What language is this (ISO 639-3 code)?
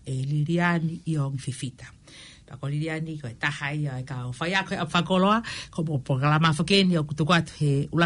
ton